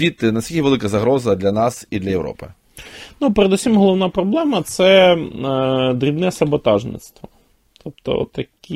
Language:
Ukrainian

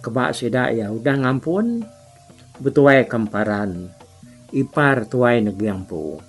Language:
Iban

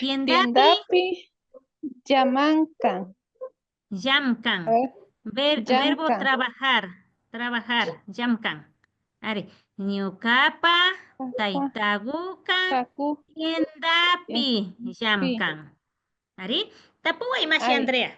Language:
Imbabura Highland Quichua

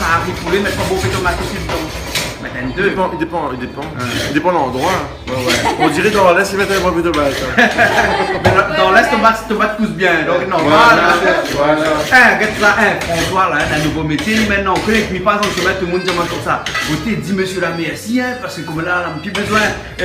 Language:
Réunion Creole French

